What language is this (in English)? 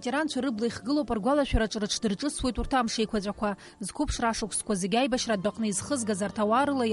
Abkhazian